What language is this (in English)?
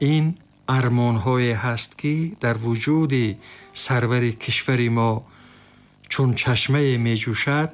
Tajik